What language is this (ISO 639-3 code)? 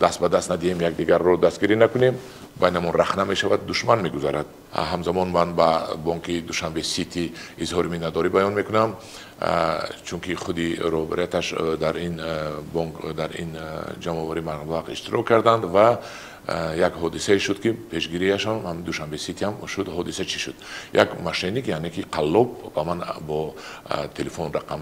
tgk